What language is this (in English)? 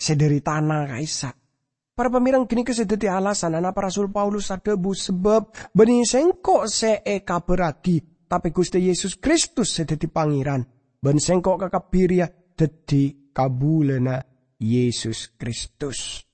Madurese